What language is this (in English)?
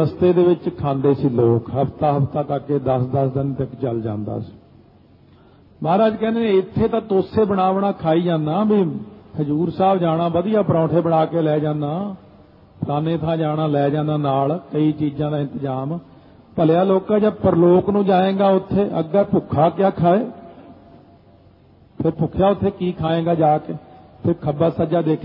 Punjabi